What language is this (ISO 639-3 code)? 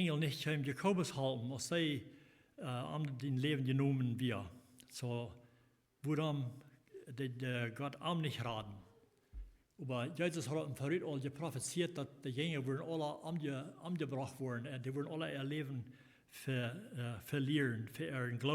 pdt